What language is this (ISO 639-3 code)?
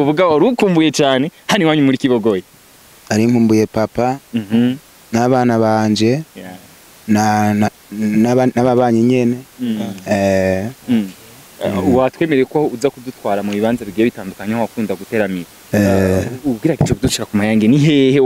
run